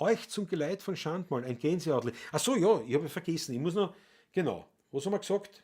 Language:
Bavarian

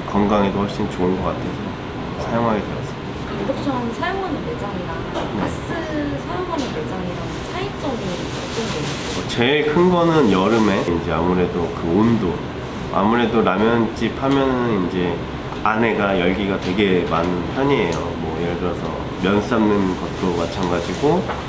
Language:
Korean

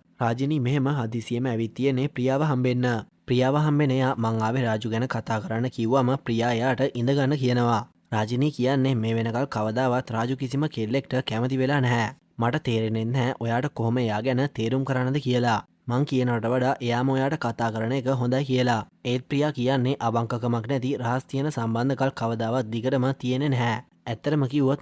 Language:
Sinhala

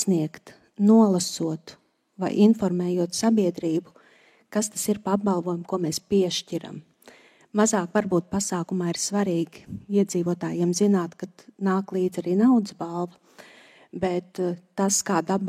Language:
Latvian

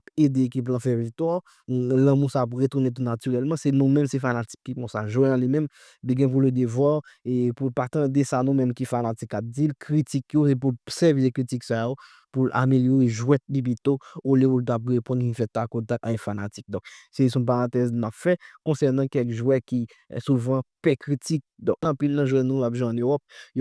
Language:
Haitian Creole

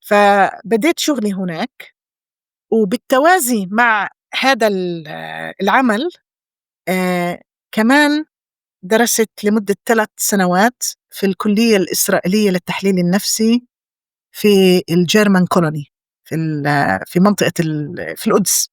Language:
North Levantine Arabic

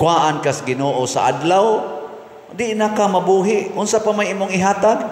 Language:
Cebuano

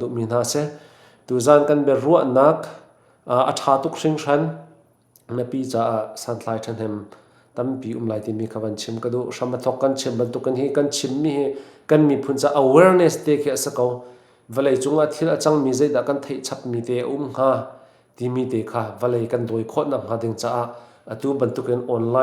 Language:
Hakha Chin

